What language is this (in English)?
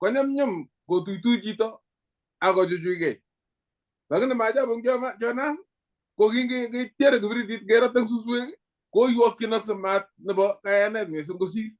Kalenjin